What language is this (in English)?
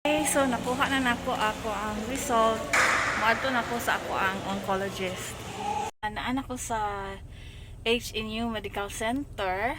Cebuano